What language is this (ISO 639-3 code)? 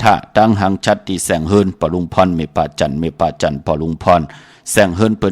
shn